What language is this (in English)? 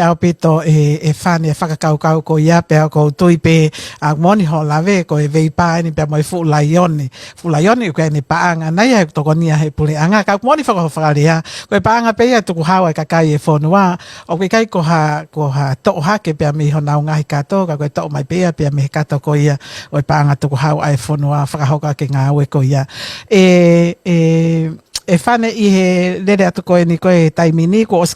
Tongan